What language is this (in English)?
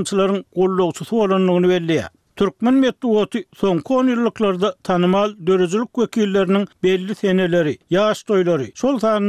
Turkmen